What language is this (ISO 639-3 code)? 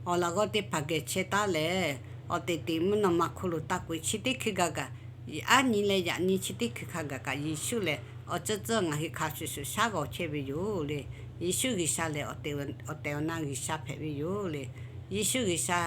lhu